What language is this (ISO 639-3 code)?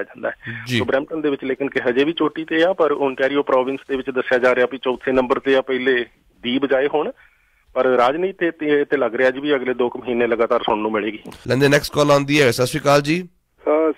pan